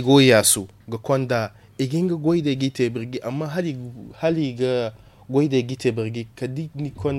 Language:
Zarma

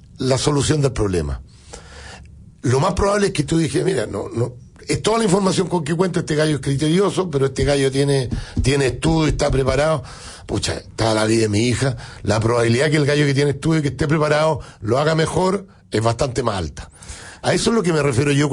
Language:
Spanish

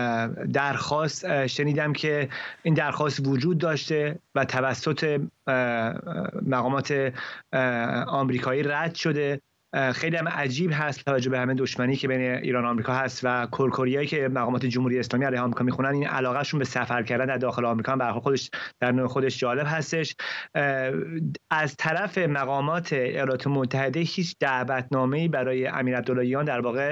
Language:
Persian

